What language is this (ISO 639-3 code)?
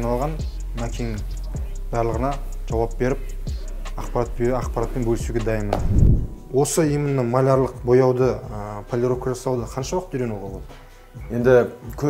kaz